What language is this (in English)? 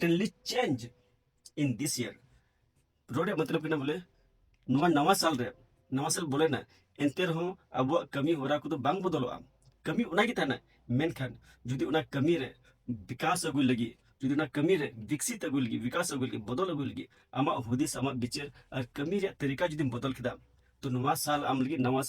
Santali